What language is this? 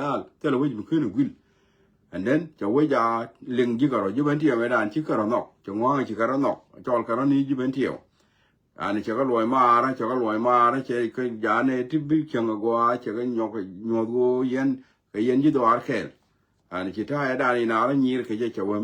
Nuer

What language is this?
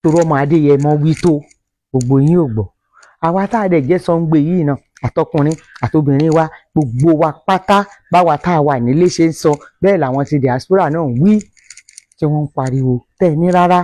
Yoruba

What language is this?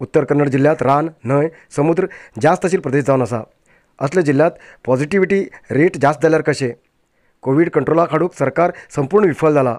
Konkani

